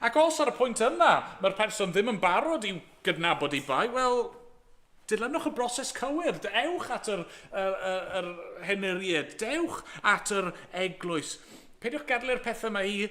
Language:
Welsh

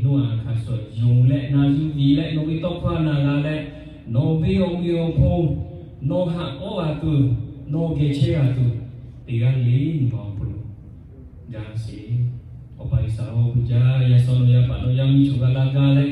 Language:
Lahu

